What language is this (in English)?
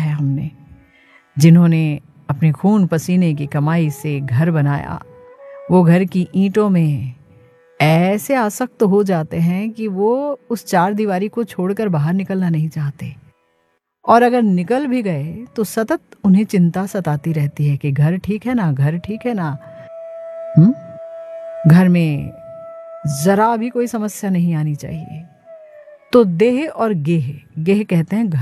Hindi